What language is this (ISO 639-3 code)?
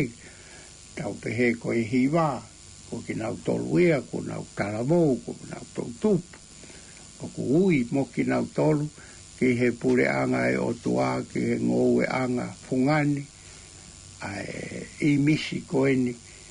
ton